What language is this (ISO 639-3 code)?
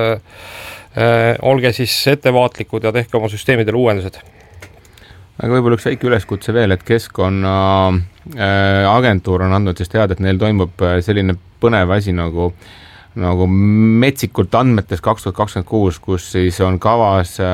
est